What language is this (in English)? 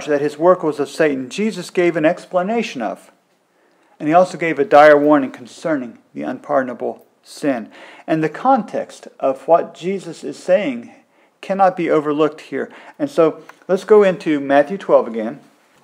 English